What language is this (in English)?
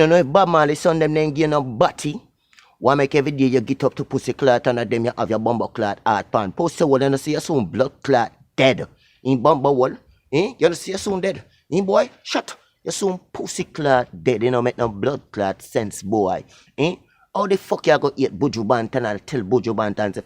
Jamaican Creole English